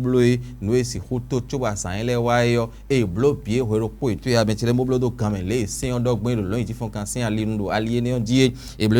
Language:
Fon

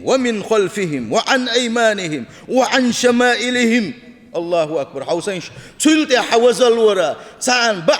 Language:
Chechen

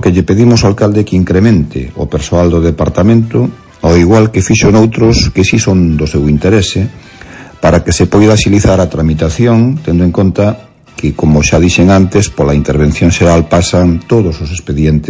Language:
Galician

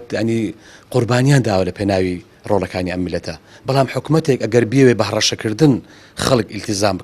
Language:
Central Kurdish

